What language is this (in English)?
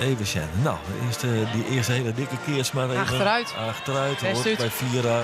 Western Frisian